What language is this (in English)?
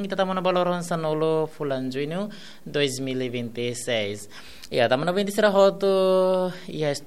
Tetum